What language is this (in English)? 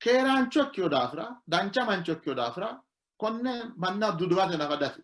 Sidamo